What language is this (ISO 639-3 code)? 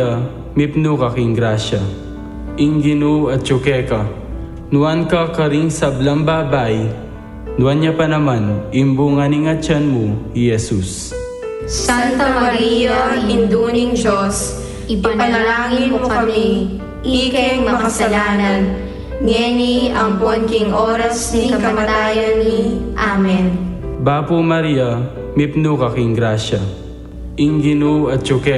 pam